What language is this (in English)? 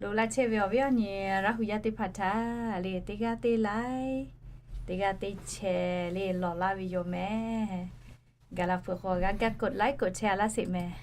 Lahu